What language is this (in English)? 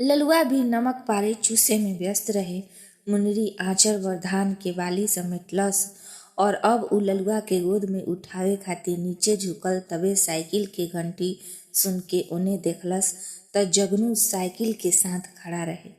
Bhojpuri